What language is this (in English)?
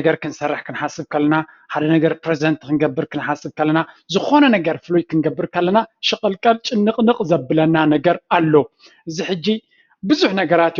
Tigrinya